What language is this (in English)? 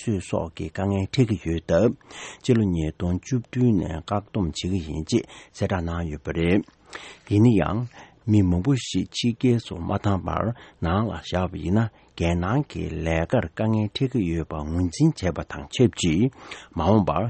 Tibetan